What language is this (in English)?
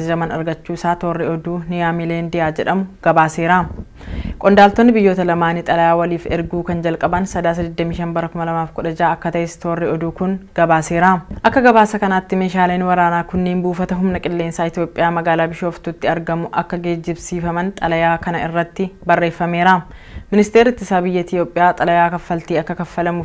Oromo